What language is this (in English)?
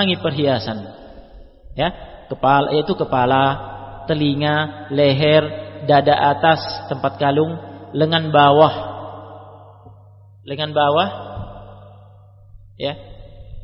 Indonesian